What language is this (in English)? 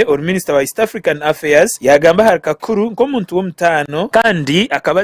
Nyankole